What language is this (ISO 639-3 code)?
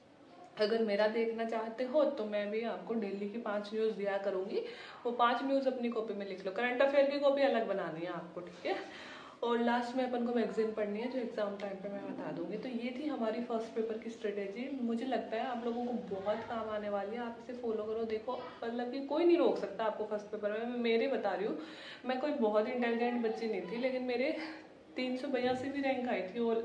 hin